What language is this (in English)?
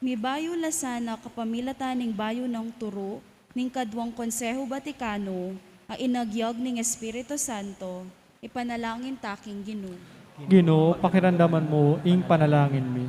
Pampanga